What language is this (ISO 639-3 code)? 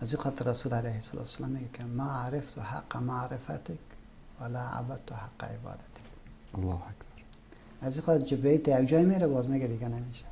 fas